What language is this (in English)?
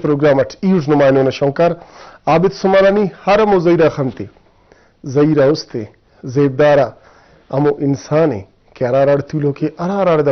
Brahui